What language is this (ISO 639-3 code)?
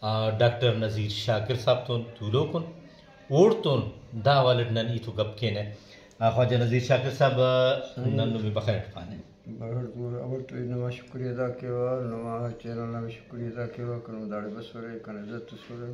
brh